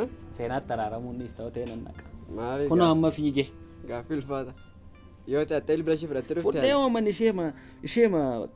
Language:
Oromo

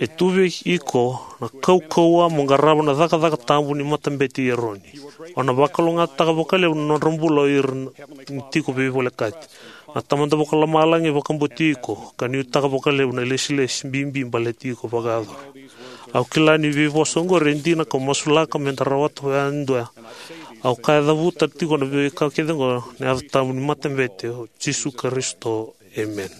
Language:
Fijian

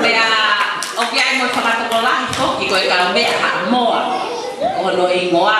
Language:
Tongan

